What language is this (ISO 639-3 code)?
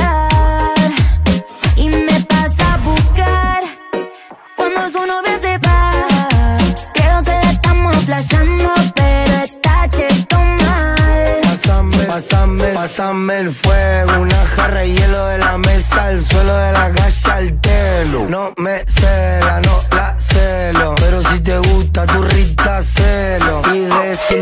spa